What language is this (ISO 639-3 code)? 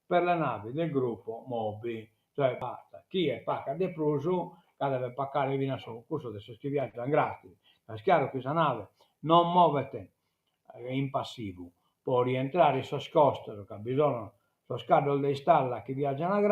srd